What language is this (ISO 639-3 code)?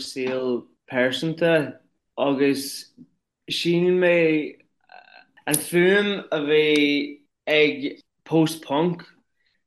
gle